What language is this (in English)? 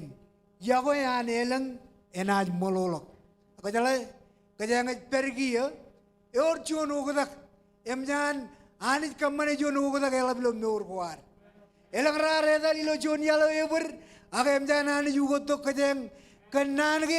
Marshallese